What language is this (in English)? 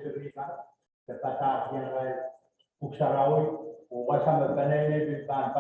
Pohnpeian